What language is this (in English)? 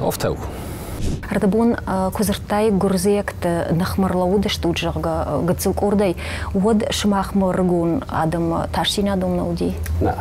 Ossetic